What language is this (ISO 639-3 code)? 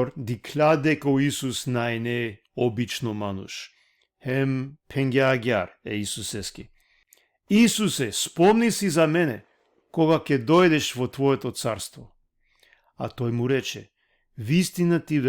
rmn